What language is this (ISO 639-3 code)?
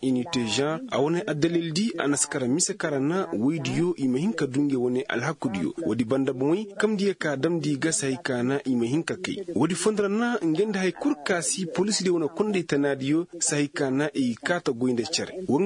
ses